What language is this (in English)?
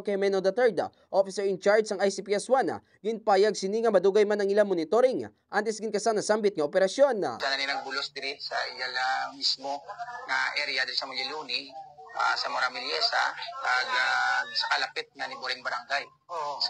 Hiligaynon